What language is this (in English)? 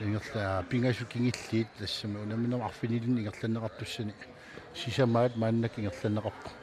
Kalaallisut